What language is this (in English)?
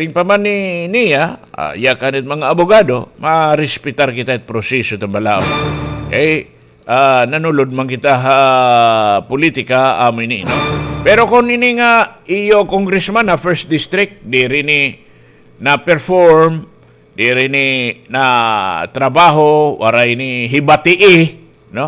Waray